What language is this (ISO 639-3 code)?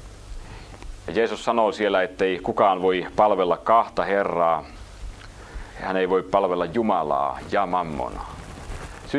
fin